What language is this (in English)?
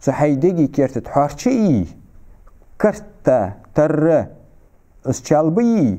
Ingush